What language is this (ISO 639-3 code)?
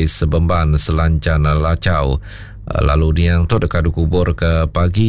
iba